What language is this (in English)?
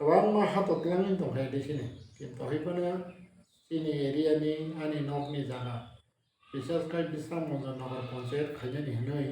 Kok Borok